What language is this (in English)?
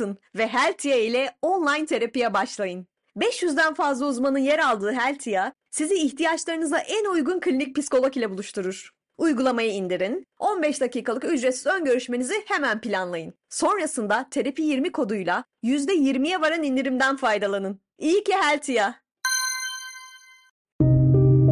Turkish